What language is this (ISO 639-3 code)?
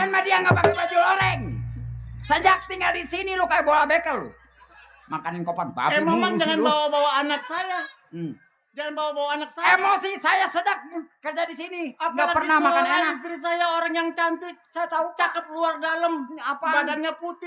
bew